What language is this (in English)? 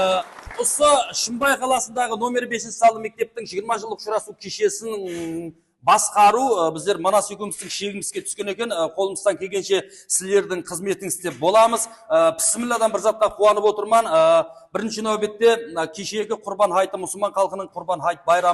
Kara-Kalpak